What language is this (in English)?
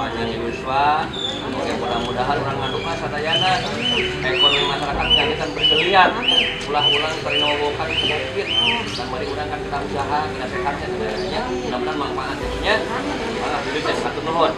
Sundanese